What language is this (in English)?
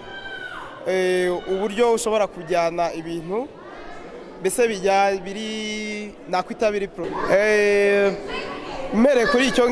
Kinyarwanda